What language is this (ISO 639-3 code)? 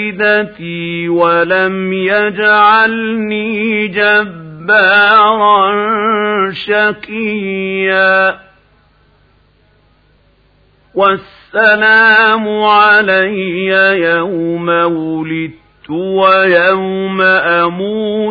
ara